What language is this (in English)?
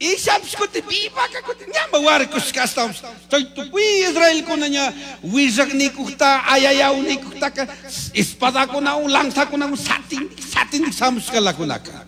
Chimborazo Highland Quichua